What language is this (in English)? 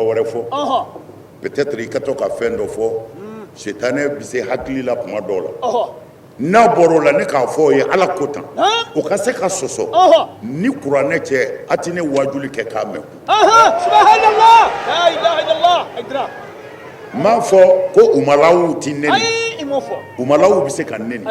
Bambara